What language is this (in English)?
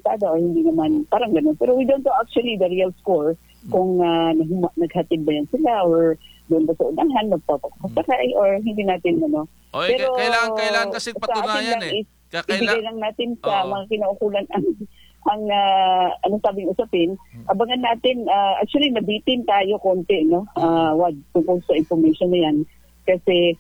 Filipino